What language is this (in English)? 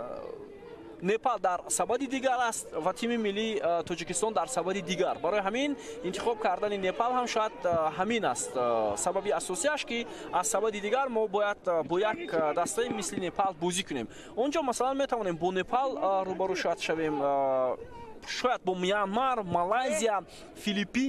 Tajik